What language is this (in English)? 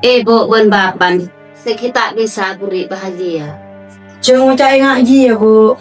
Madurese